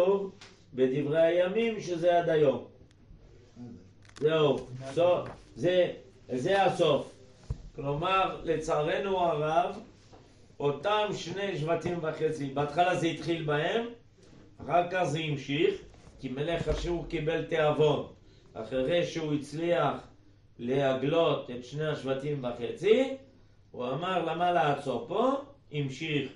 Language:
Hebrew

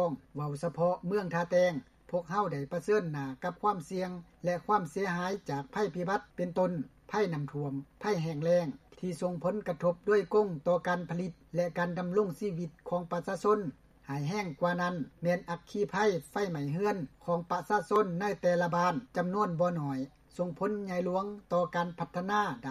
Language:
Lao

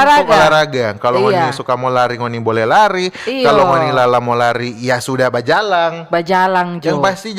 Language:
Manado Malay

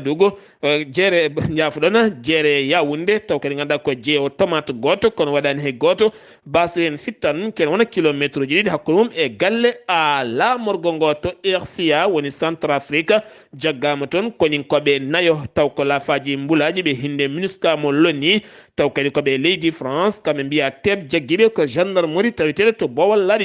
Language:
Fula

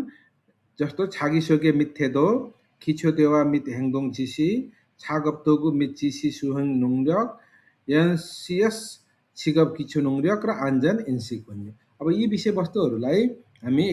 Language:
Nepali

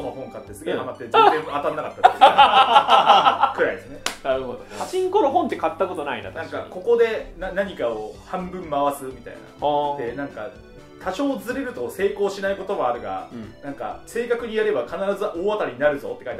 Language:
Japanese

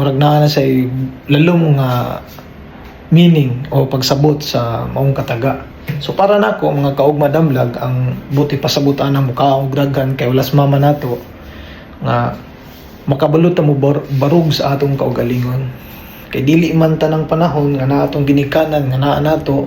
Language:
Cebuano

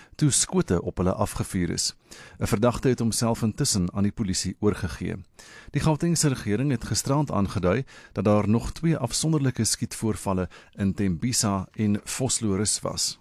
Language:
Afrikaans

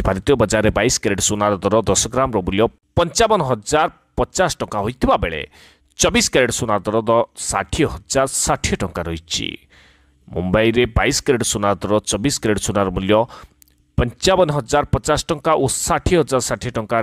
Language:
Odia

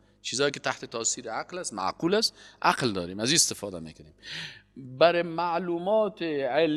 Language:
Persian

